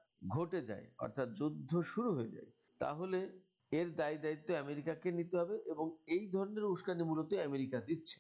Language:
Bangla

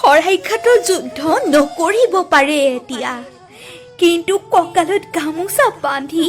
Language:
Assamese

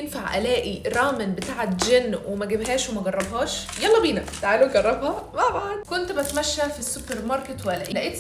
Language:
Egyptian Arabic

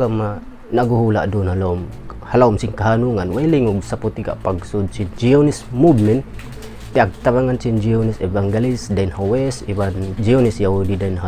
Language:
Tausug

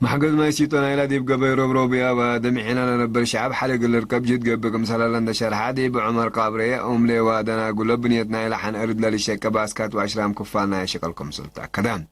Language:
Tigre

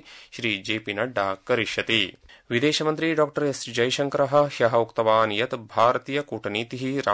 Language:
Sanskrit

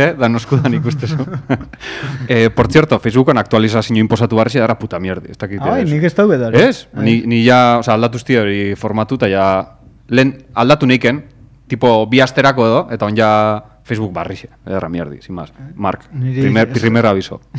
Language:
Basque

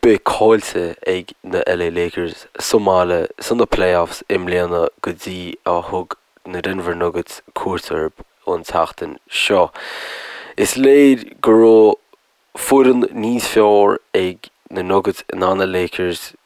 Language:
Irish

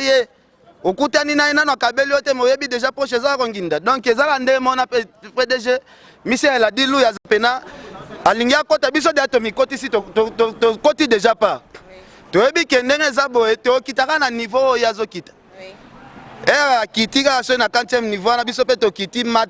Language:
Lingala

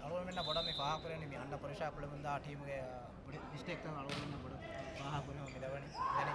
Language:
Divehi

